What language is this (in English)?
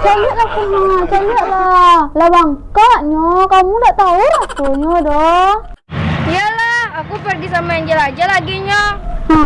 Minangkabau